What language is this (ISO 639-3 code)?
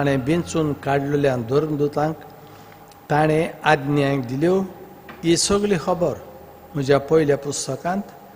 kok